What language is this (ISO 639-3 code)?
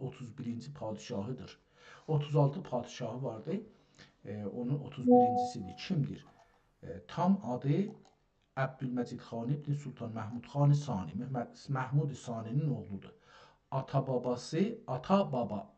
azb